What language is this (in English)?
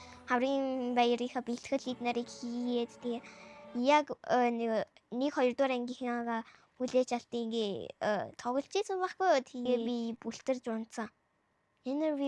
Mongolian